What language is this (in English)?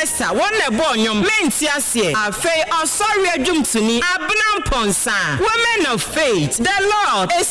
Akan